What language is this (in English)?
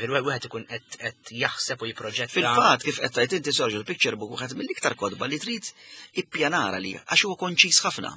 Maltese